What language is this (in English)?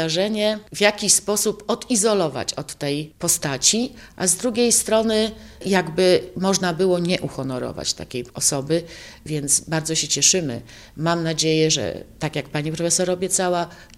Polish